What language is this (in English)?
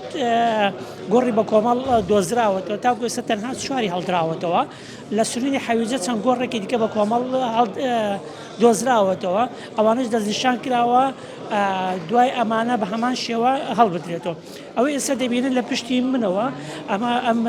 Central Kurdish